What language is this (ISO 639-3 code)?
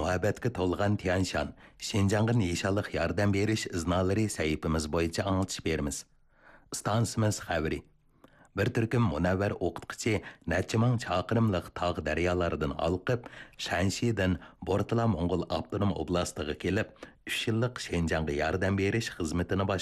uig